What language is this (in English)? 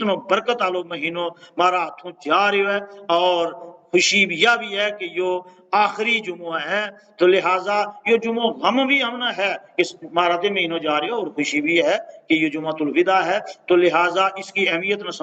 Gujari